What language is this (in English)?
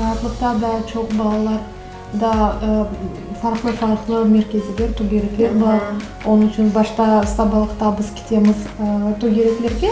Crimean Tatar